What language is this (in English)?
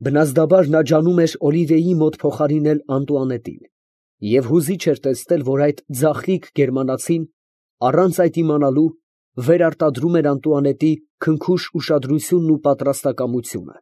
Armenian